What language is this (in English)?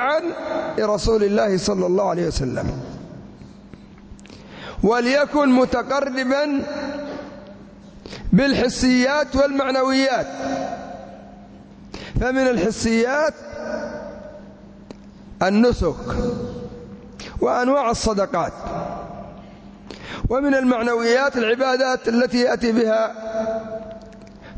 Arabic